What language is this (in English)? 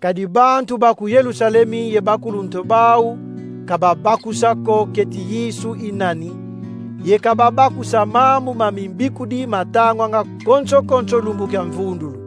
Kongo